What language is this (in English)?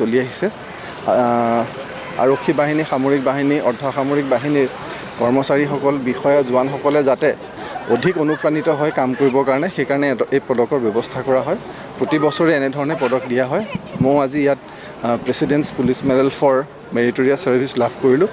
Assamese